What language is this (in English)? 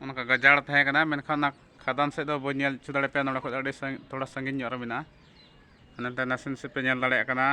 Santali